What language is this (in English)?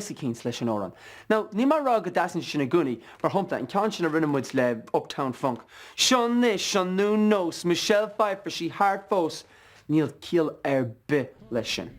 Irish